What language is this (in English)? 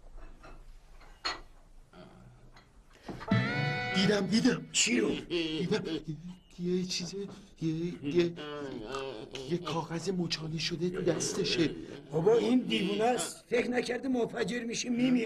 Persian